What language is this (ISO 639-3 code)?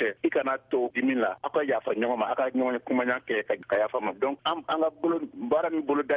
bam